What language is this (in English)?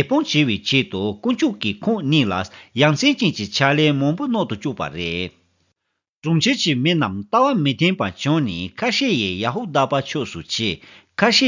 Tibetan